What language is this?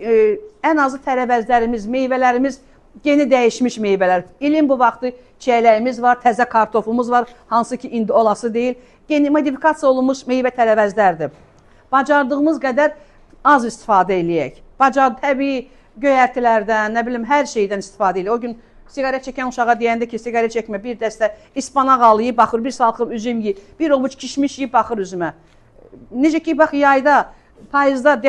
Azerbaijani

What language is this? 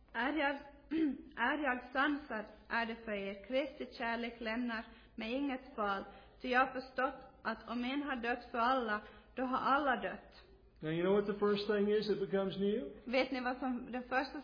Swedish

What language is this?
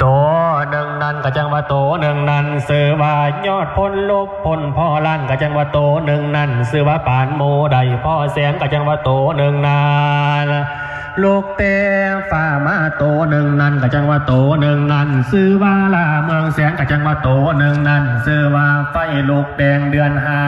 Lao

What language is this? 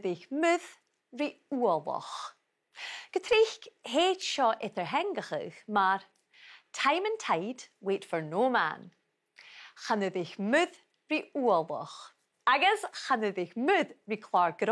Scottish Gaelic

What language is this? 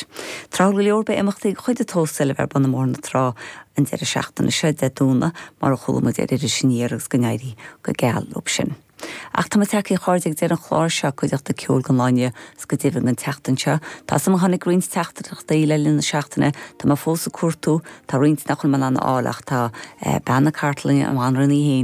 Irish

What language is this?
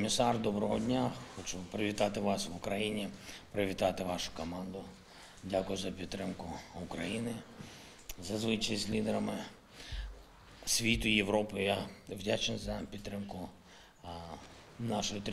Ukrainian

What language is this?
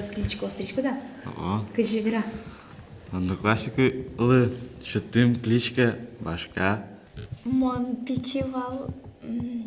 Udmurt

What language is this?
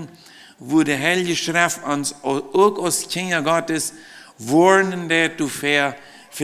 Plautdietsch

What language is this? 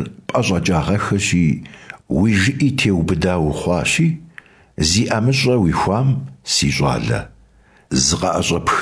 Kabardian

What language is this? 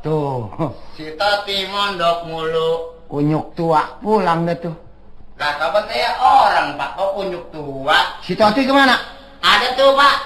Betawi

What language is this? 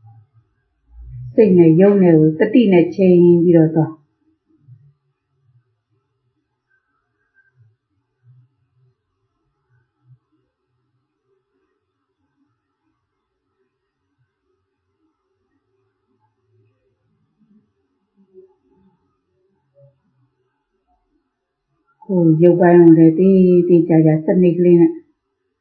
Burmese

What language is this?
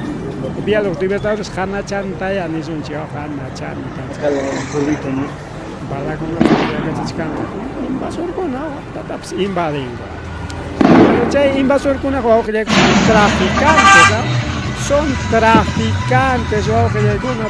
Ayacucho Quechua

